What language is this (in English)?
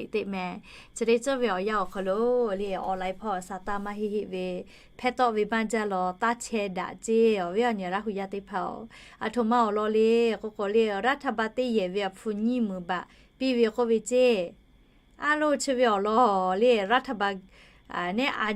Lahu